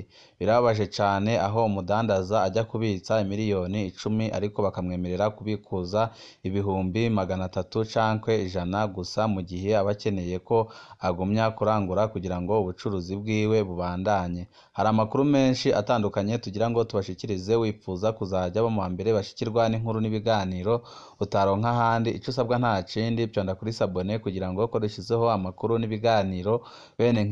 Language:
Rundi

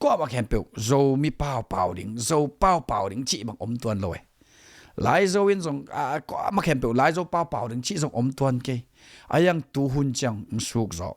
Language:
Tedim Chin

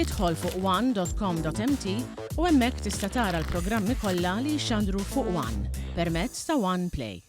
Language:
Maltese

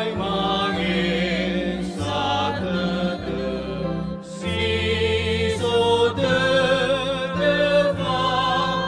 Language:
Nias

